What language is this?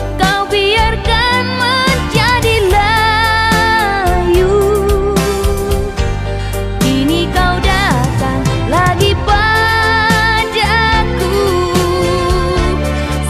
Indonesian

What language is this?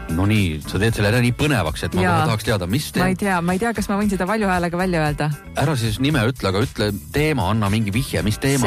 Estonian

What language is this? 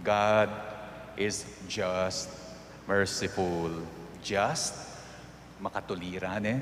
Pampanga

